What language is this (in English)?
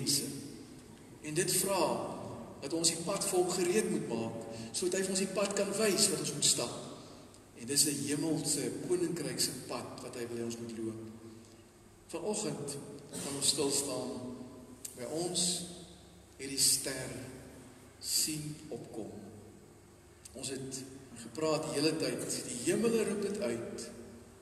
Afrikaans